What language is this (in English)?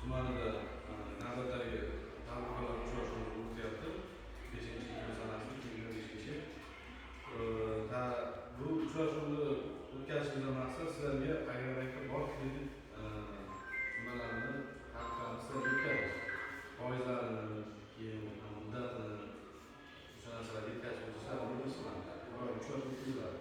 Uzbek